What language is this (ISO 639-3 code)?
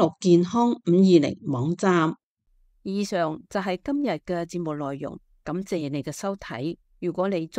yue